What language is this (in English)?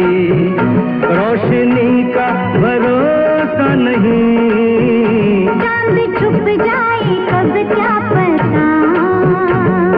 Hindi